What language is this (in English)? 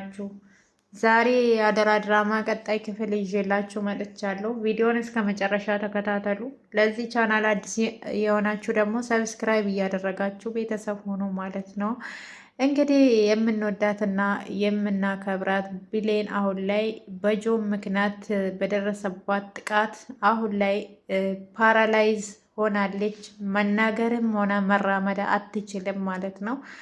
Amharic